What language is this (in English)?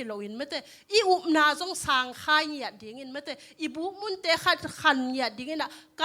Tedim Chin